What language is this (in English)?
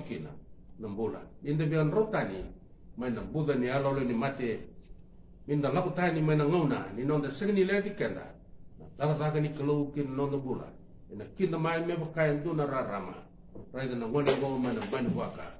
Fijian